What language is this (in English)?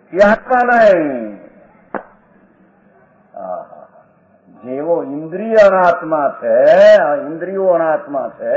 Gujarati